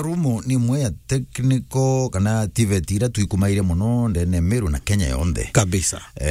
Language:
Meru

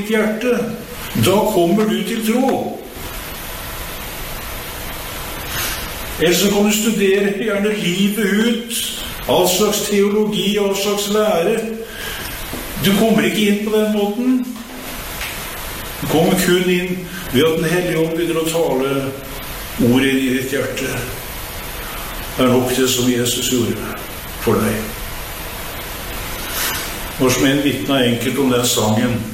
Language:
Norwegian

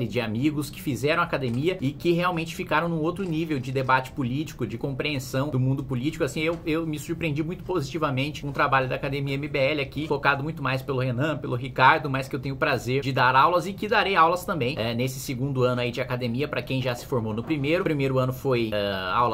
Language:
Portuguese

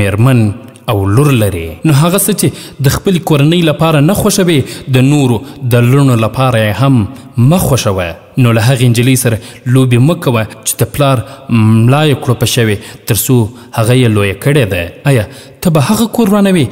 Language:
Pashto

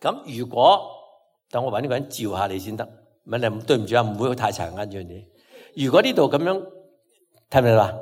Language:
Cantonese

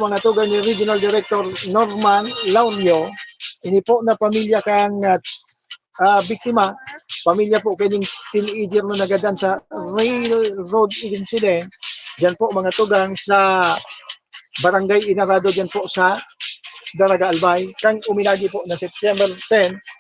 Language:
Bikol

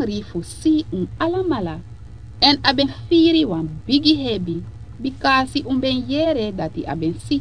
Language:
Sranan Tongo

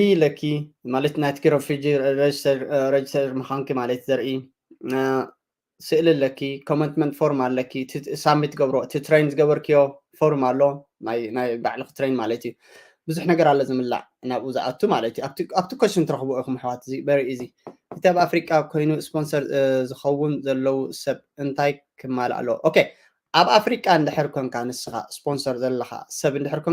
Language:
Tigrinya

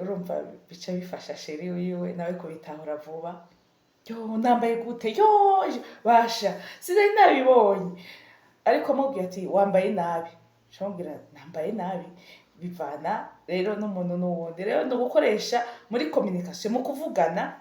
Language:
Rundi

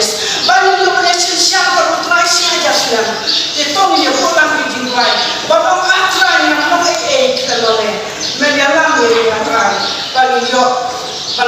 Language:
Khasi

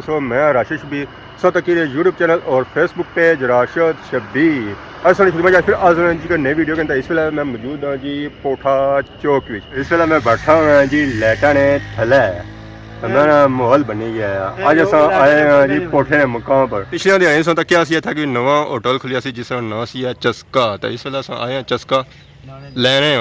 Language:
Pahari-Potwari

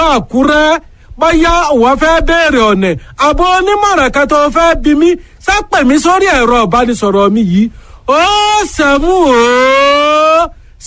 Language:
Yoruba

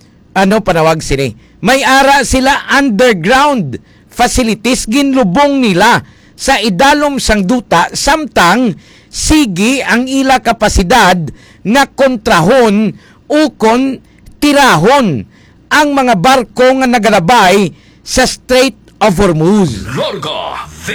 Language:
Hiligaynon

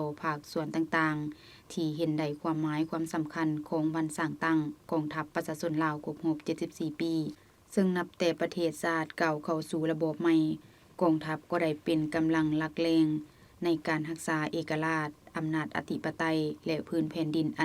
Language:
Lao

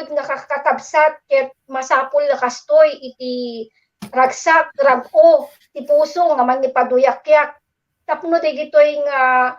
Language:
Iloko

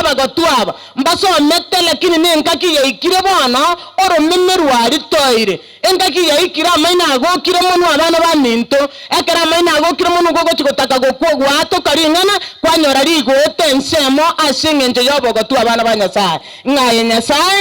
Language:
Gusii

